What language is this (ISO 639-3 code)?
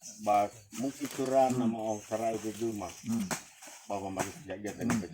nia